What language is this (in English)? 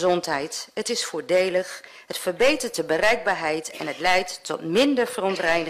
Dutch